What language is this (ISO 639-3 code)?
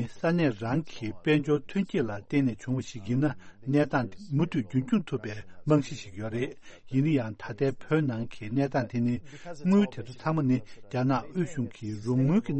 bod